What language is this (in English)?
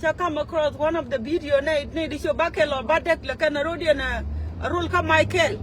Nuer